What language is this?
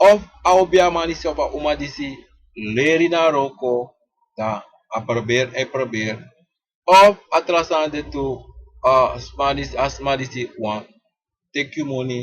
Sranan Tongo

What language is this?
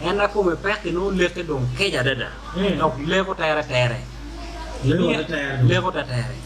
Acoli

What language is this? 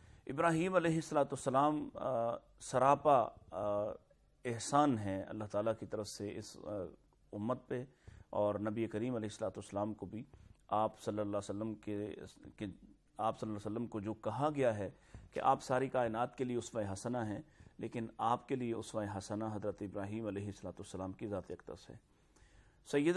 Urdu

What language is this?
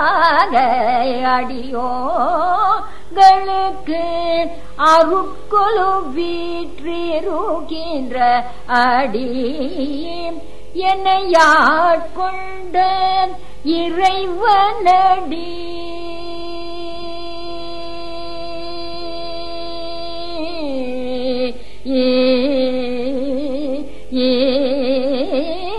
Tamil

